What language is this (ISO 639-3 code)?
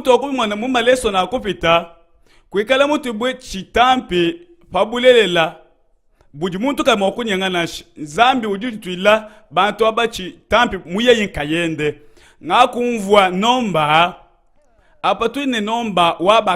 lua